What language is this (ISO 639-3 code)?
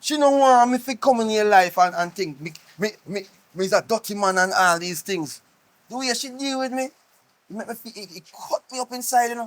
jam